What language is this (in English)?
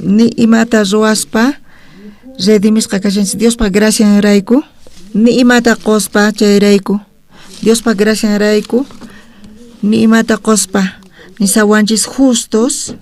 South Bolivian Quechua